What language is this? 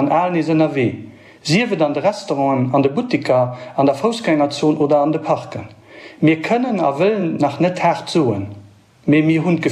Luxembourgish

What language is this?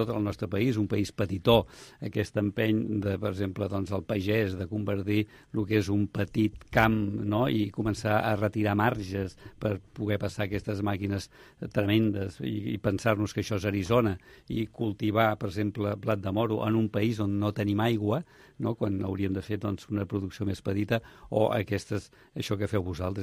Catalan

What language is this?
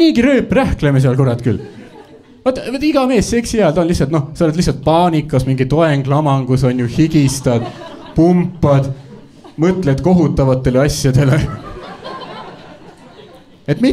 Estonian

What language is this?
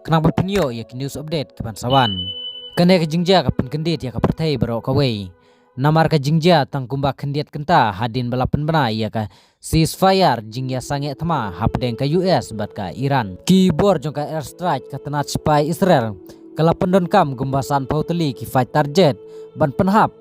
Khasi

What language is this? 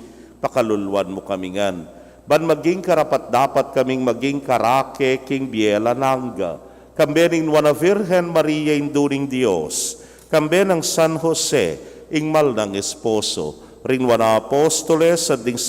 Pampanga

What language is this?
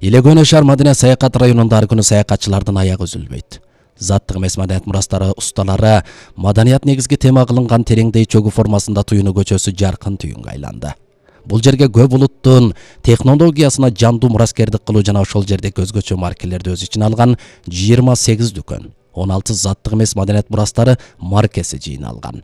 Kyrgyz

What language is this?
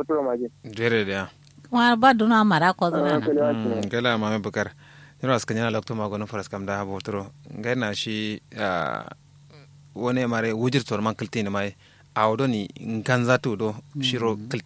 Kanuri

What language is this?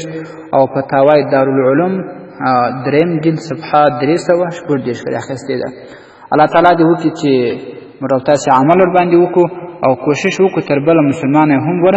Pashto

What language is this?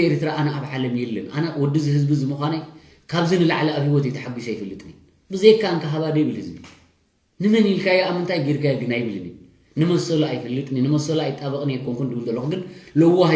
Tigrinya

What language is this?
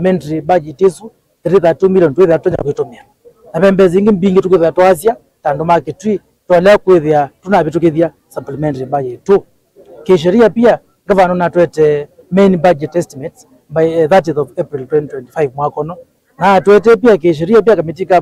Kamba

